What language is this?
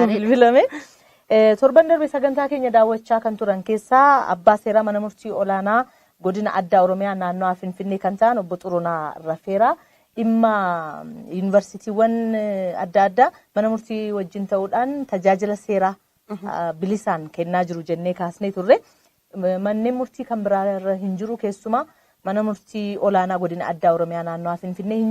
Oromo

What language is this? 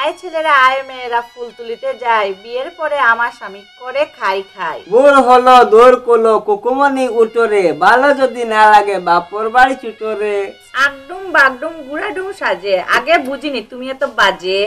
Sylheti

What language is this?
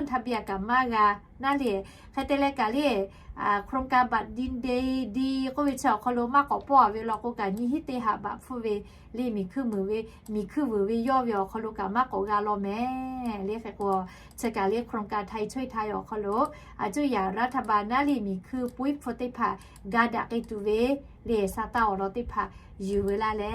Lahu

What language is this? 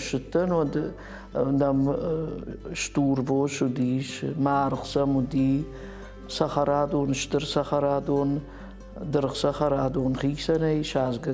Ossetic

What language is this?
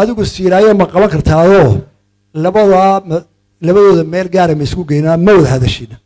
Somali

